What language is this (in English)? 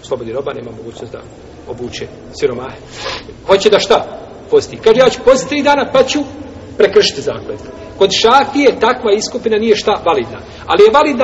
Bosnian